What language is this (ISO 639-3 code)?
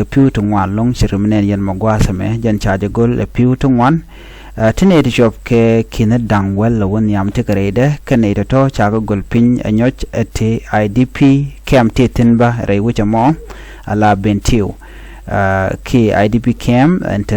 nus